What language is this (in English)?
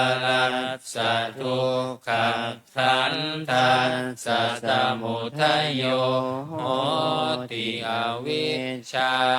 Pali